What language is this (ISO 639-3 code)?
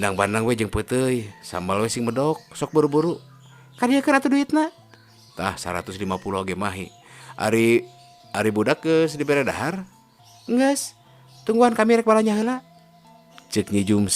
sun